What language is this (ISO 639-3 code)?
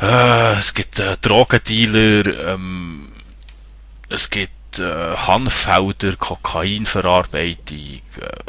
gsw